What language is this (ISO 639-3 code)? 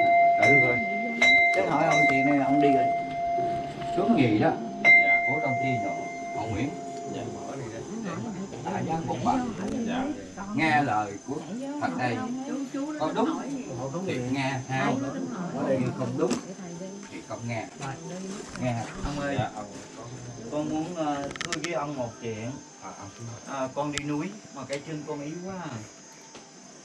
vie